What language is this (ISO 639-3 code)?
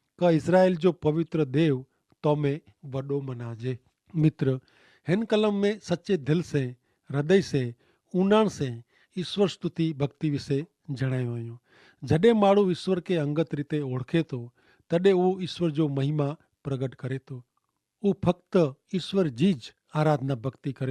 kfr